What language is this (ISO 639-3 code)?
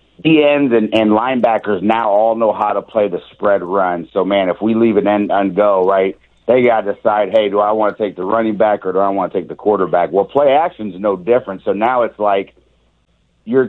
eng